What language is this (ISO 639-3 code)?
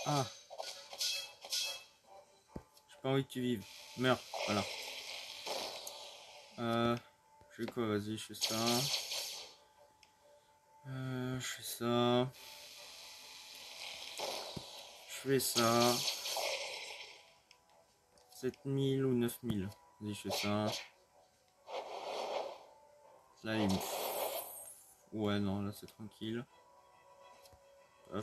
fra